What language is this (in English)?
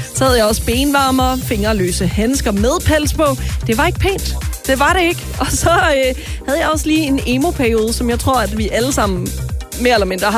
Danish